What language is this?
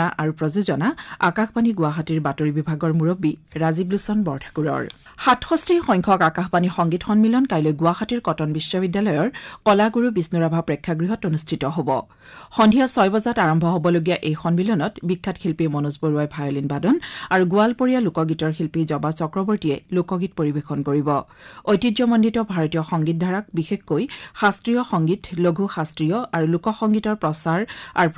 Assamese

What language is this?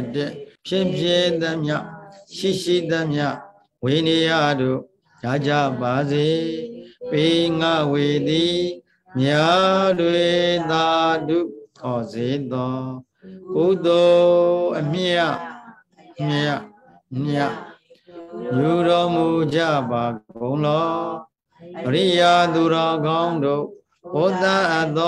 Burmese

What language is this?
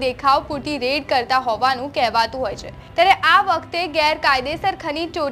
Gujarati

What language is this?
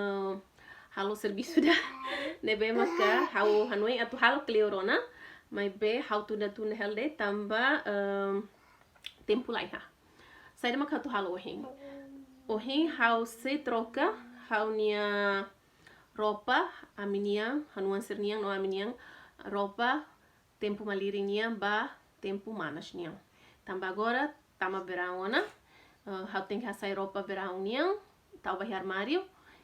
Tetum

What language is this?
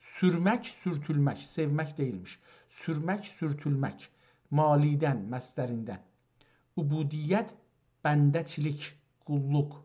South Azerbaijani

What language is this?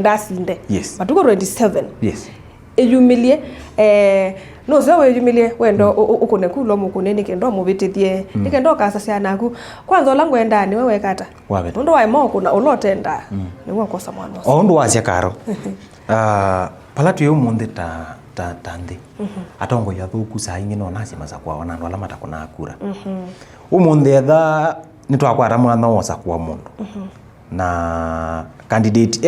Kamba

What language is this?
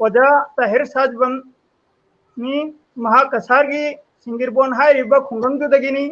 Manipuri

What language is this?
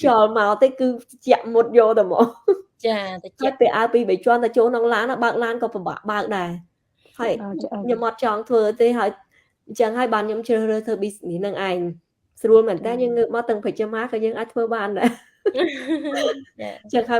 Khmer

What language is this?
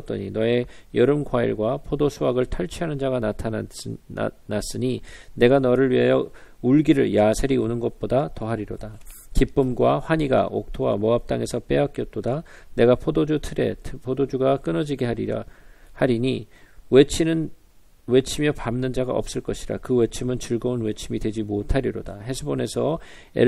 Korean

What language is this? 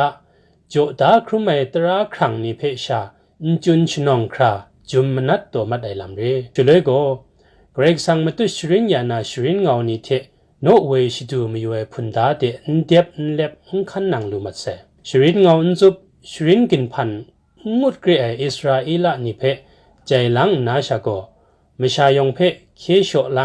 Kachin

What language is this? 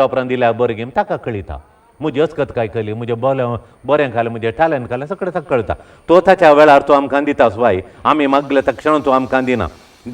Konkani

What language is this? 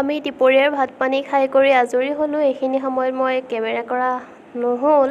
Assamese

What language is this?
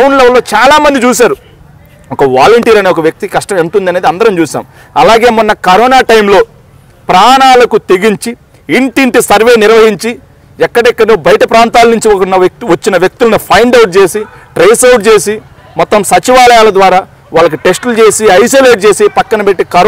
Telugu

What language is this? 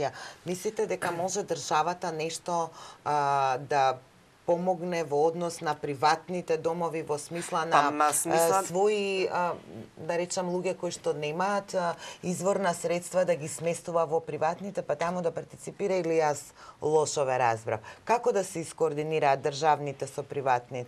Macedonian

